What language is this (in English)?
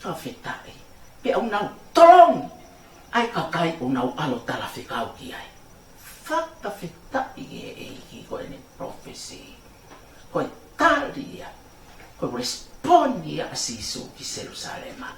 Tongan